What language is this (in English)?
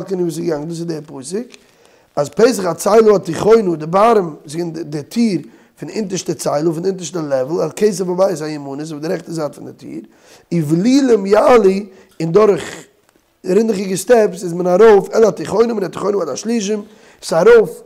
Yiddish